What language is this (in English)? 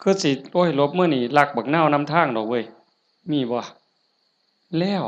Northeastern Thai